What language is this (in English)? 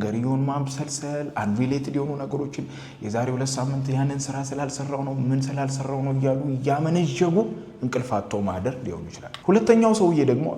Amharic